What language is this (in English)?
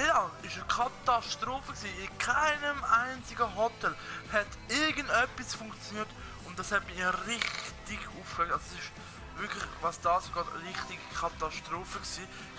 Swiss German